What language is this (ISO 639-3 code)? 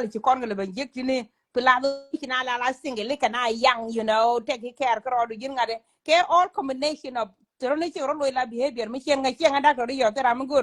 nus